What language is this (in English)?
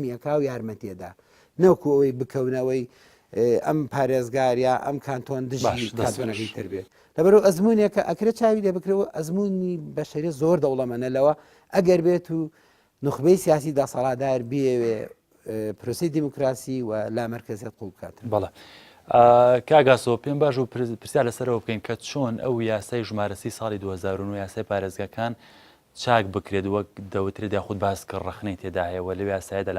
Central Kurdish